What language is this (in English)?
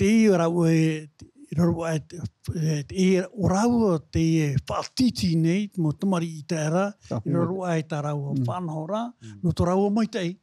Tahitian